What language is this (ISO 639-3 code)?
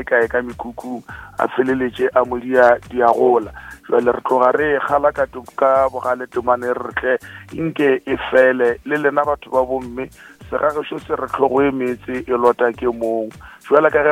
nso